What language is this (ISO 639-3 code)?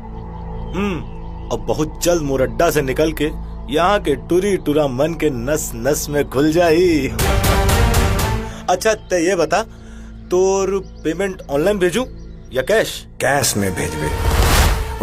hne